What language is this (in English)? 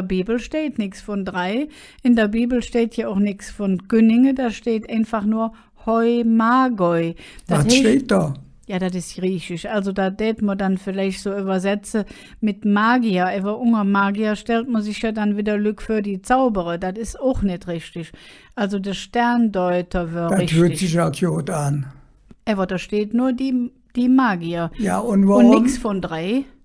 Colognian